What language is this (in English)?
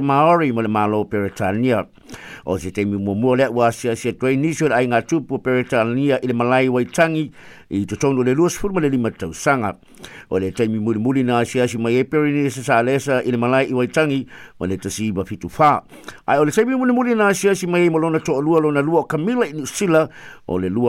Samoan